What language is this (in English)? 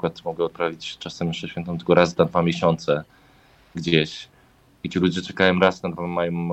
Polish